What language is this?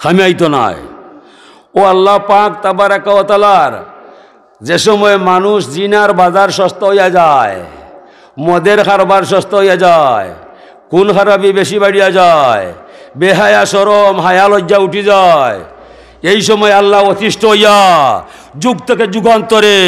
Sylheti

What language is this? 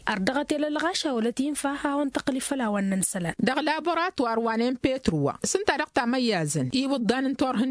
Tamasheq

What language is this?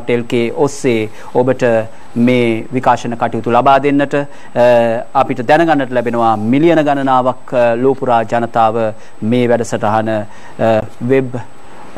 Sinhala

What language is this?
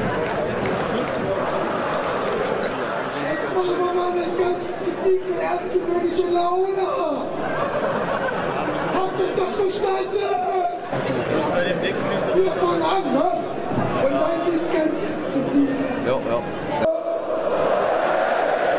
German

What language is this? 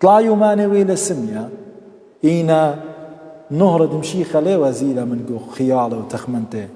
Assyrian Neo-Aramaic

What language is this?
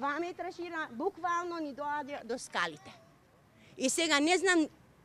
Macedonian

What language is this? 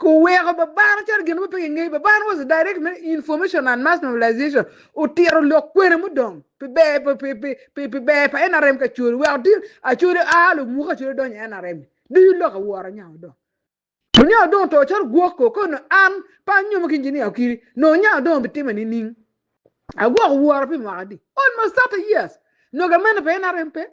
Acoli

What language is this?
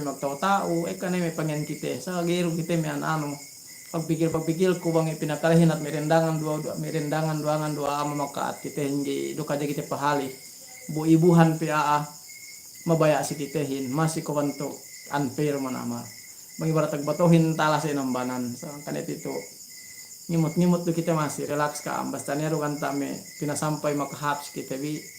Yakan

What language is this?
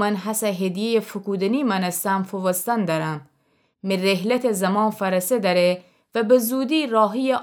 Gilaki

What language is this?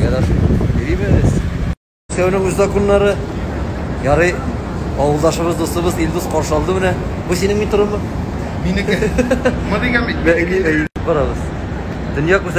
Tatar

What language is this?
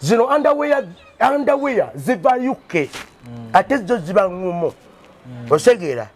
Ganda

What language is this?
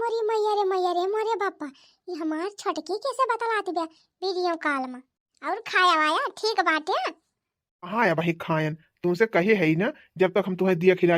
Awadhi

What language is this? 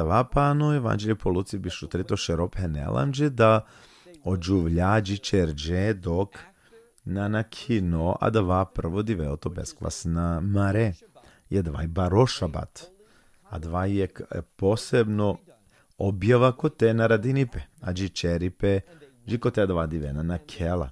Balkan Romani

